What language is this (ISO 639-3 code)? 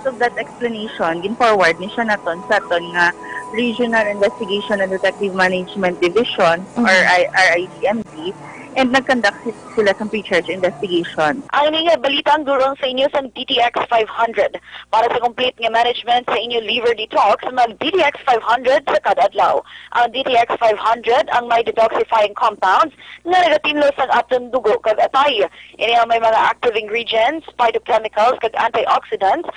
hil